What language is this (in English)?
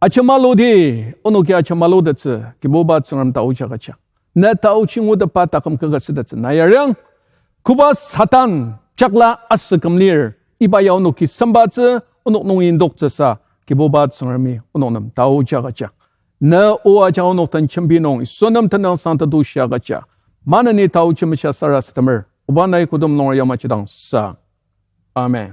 Ao Naga